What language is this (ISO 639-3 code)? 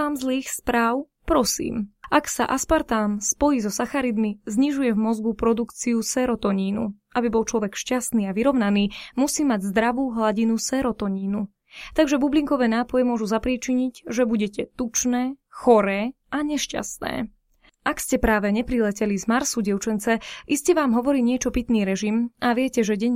slk